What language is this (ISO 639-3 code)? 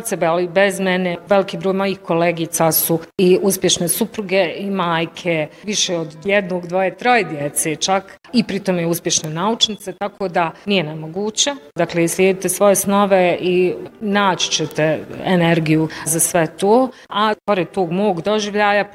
bos